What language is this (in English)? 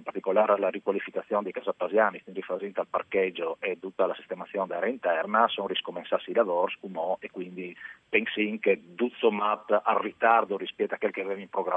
Friulian